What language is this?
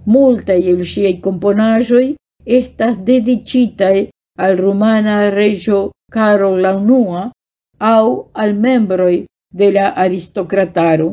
Esperanto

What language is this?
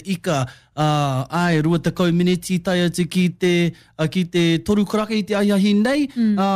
Māori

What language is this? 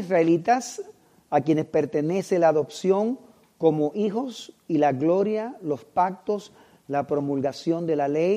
Spanish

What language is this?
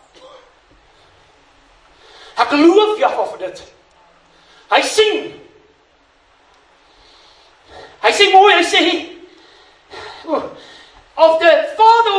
Afrikaans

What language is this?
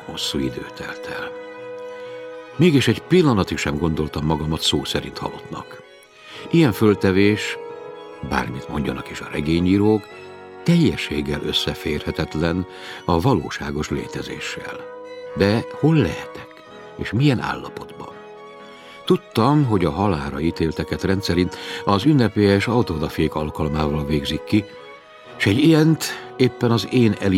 Hungarian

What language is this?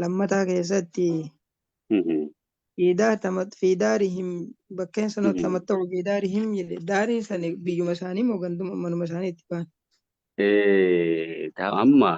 Oromo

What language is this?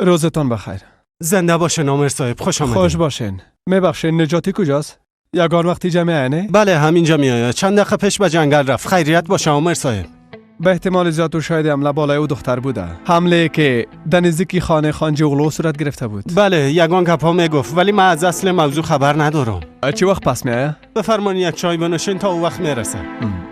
Persian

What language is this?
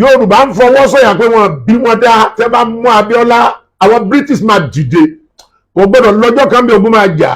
Yoruba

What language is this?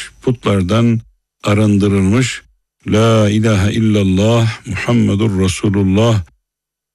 Turkish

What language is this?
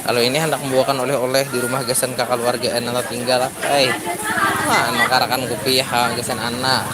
Banjar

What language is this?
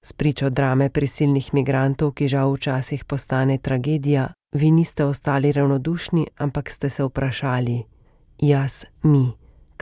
Slovenian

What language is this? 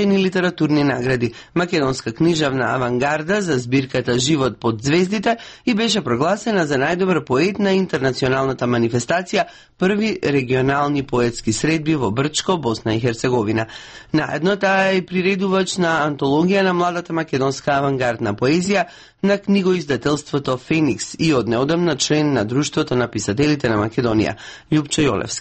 Macedonian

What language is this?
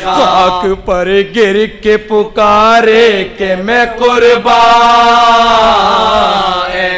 Urdu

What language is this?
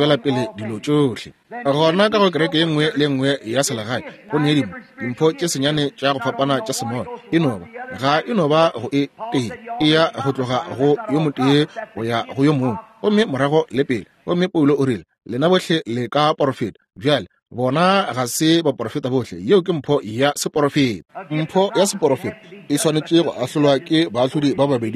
Northern Sotho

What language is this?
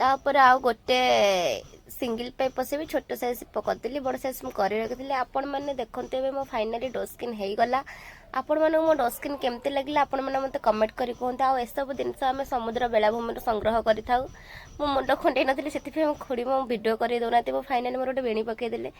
Odia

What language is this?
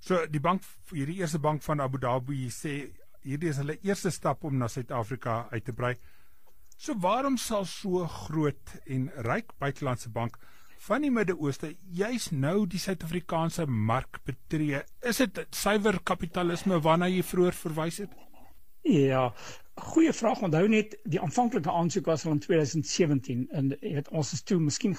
Afrikaans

